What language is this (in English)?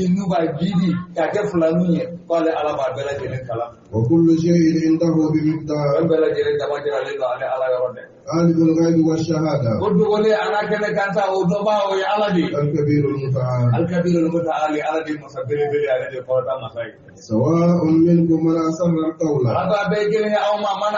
Bambara